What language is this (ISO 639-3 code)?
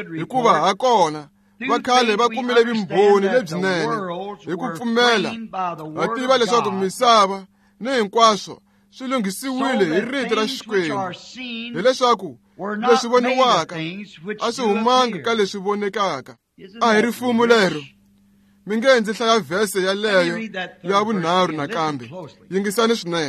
tso